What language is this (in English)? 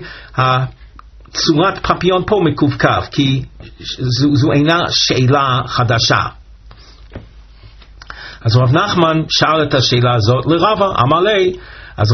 Hebrew